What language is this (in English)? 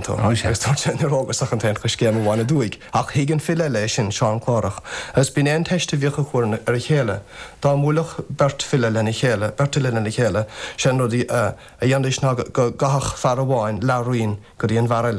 Irish